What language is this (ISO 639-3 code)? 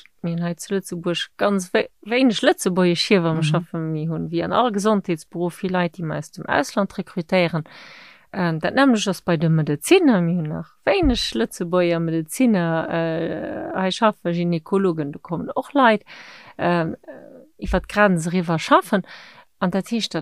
ltz